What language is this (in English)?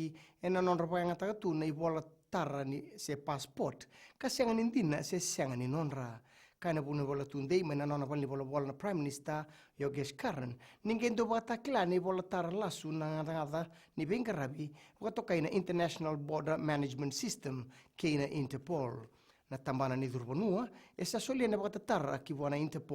Fijian